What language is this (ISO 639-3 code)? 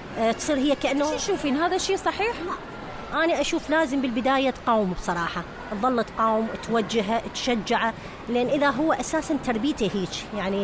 acm